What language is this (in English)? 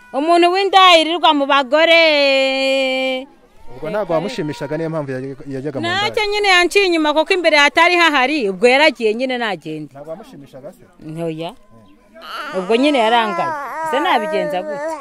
Kinyarwanda